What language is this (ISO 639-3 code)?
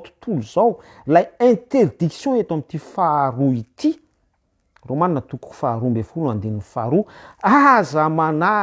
mlg